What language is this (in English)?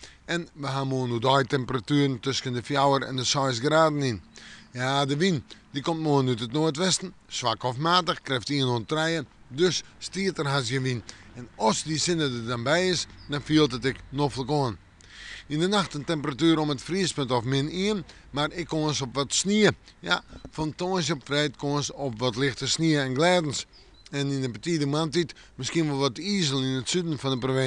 Western Frisian